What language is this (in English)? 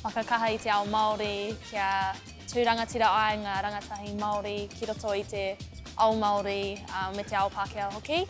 Māori